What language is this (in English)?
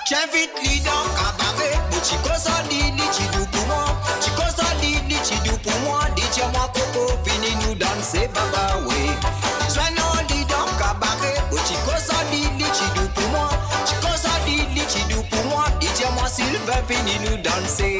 Morisyen